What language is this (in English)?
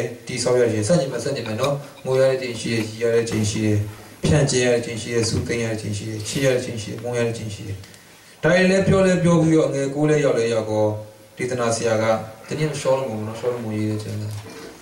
Burmese